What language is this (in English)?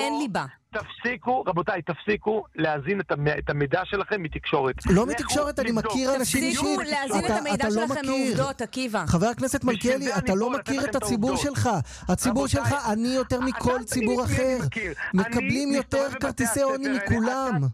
Hebrew